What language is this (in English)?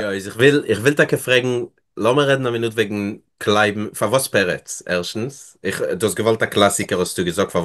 Yiddish